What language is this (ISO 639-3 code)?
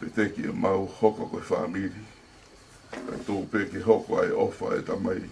ton